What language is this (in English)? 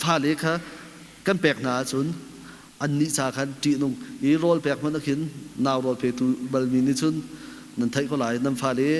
Hakha Chin